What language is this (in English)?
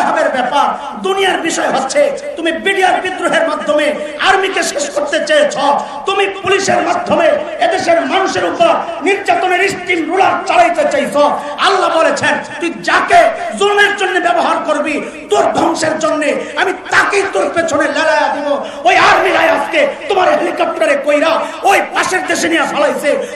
Bangla